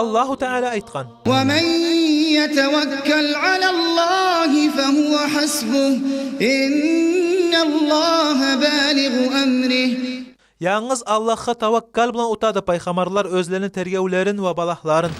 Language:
Kumyk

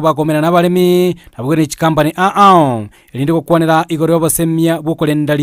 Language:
Gusii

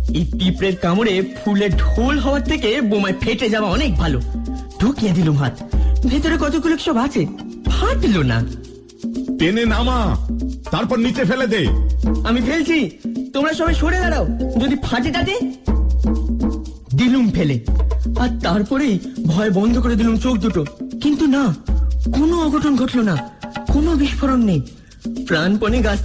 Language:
Bangla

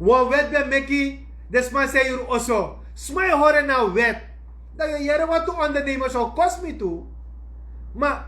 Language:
Sranan Tongo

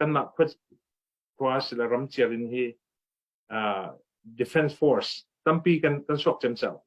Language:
Falam Chin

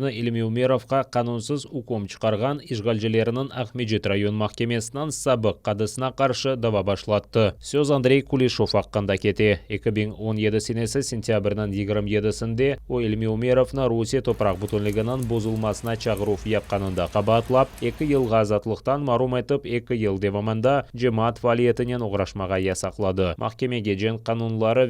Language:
Crimean Tatar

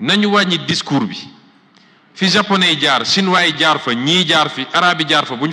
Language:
Wolof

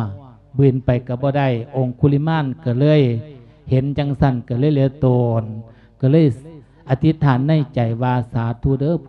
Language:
Lao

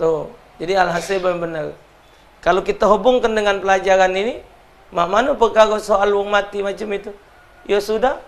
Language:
Musi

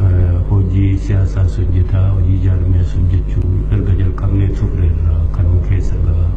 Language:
Oromo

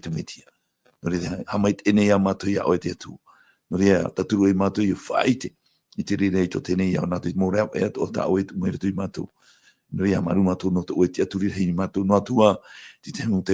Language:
Tahitian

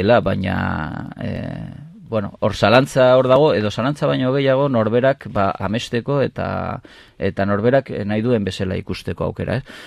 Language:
Basque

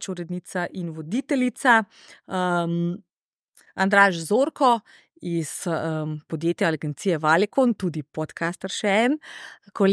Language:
Slovenian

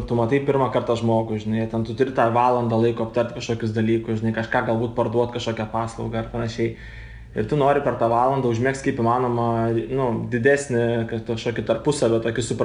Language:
Lithuanian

